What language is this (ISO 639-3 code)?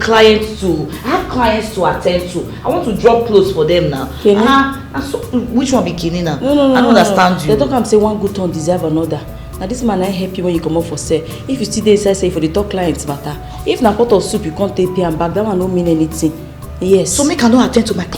pcm